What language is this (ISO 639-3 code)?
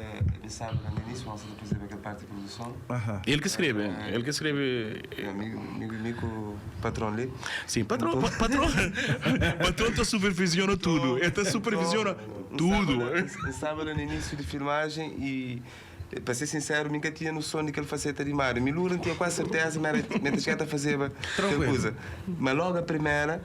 kea